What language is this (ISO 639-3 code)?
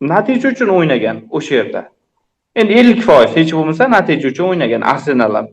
uzb